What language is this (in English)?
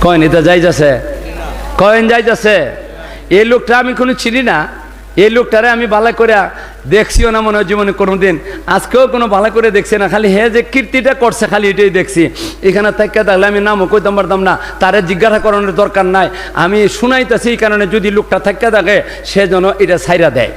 Sylheti